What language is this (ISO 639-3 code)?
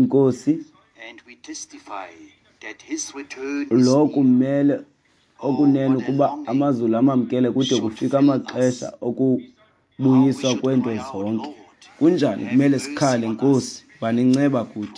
xho